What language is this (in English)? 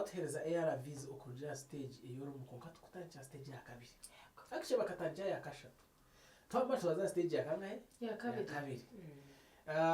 Nyankole